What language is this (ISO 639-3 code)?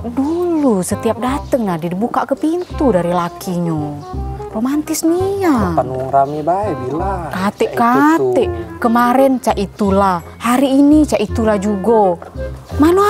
mui